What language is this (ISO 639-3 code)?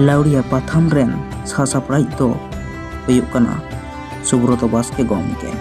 sat